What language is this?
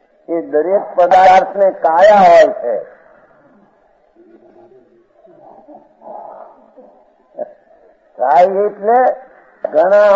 Gujarati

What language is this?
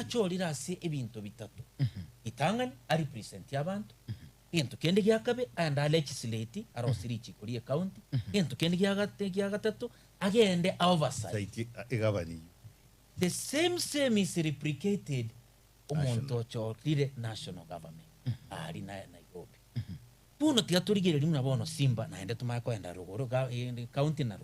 Gusii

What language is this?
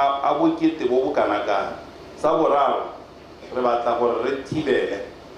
Tswana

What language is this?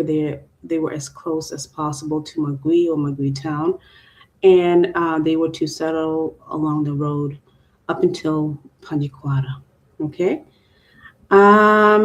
Acoli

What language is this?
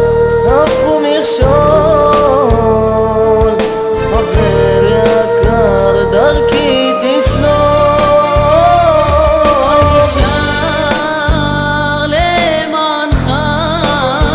Hebrew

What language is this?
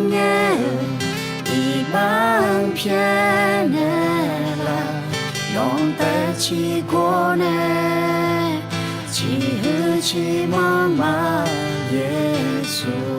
Akha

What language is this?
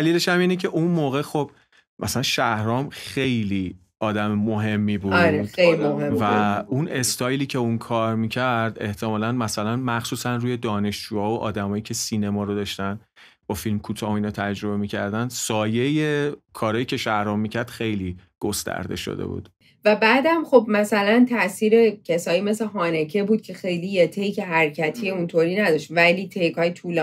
Persian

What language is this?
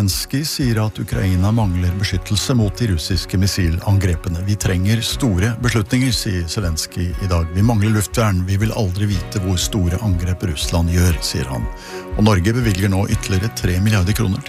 Norwegian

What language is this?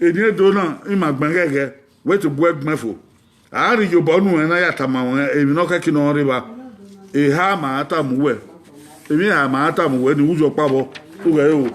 Bini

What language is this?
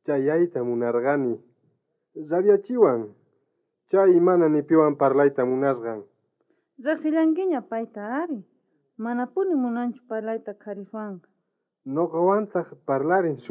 South Bolivian Quechua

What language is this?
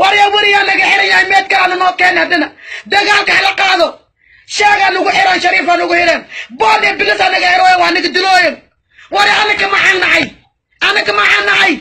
Somali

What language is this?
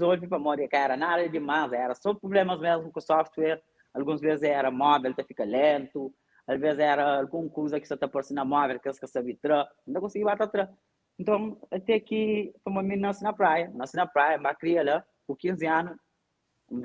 Kabuverdianu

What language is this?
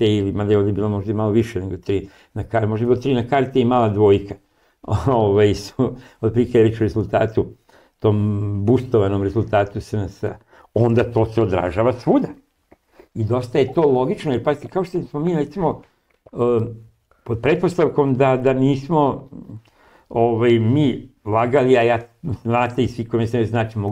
Serbian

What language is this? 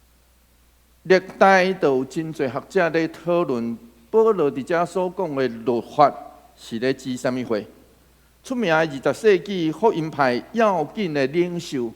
Min Nan Chinese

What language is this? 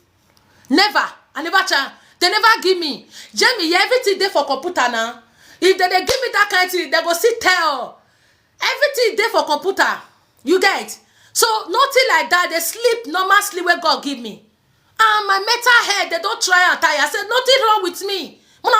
Nigerian Pidgin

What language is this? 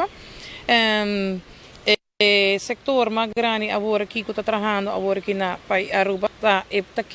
Papiamento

